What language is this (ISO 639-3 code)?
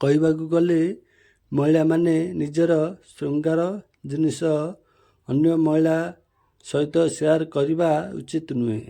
ori